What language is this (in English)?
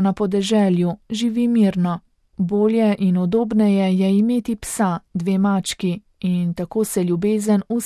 Slovenian